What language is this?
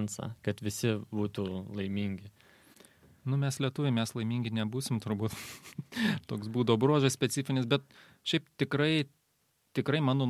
Lithuanian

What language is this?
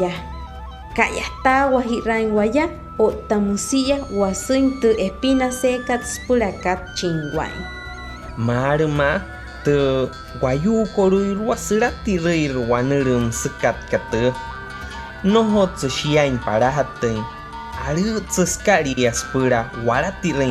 Wayuu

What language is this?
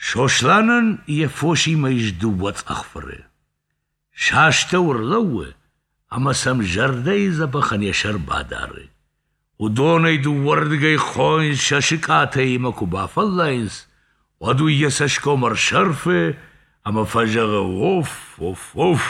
Ossetic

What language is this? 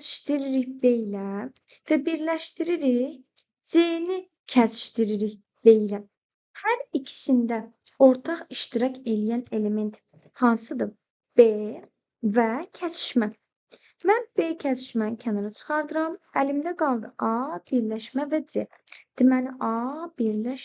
Azerbaijani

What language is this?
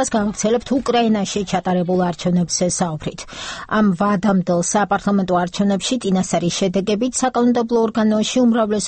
Georgian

